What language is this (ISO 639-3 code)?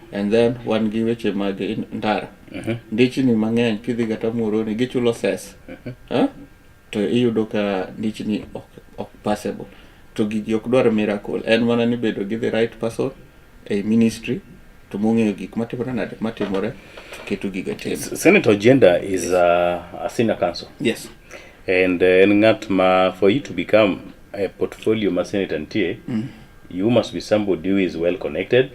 luo